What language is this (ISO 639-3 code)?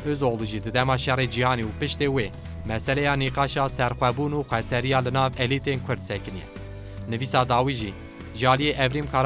kur